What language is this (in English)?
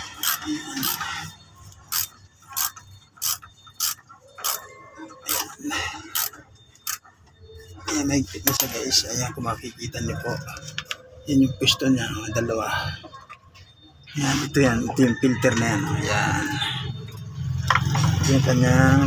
Filipino